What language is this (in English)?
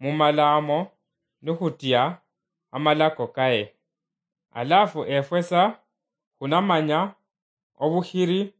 Luyia